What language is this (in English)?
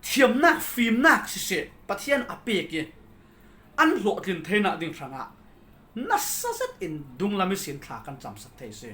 Falam Chin